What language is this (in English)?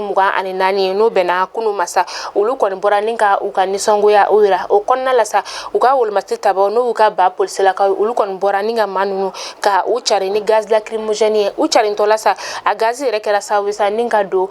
Bambara